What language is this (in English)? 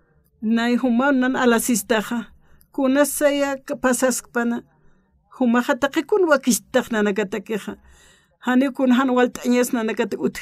Aymara